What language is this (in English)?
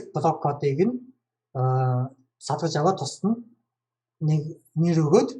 Mongolian